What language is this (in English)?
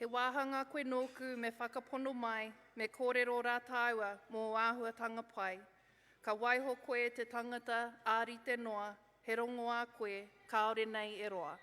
Māori